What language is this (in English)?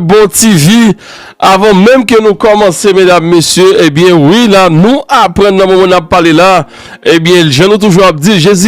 Haitian Creole